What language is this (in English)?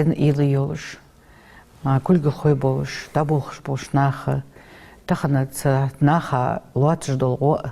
Ingush